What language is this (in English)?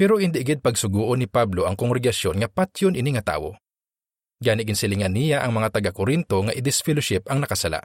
Hiligaynon